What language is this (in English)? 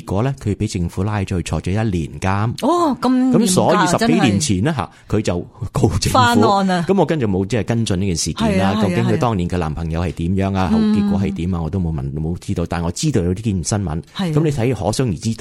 Cantonese